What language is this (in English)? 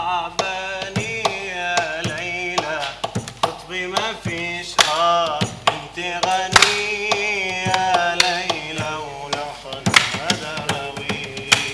Turkish